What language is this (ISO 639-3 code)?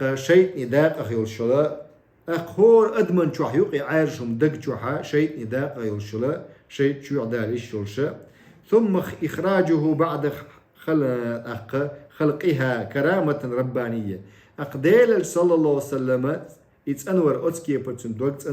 che